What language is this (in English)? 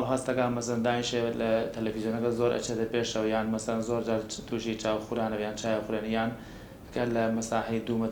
Central Kurdish